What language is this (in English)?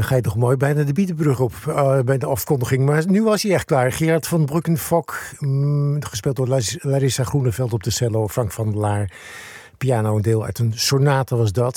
Dutch